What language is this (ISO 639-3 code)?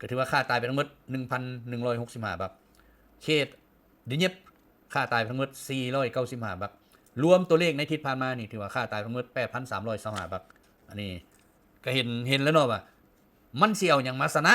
lao